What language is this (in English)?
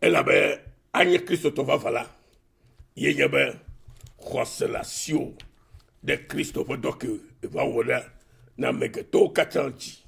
Ewe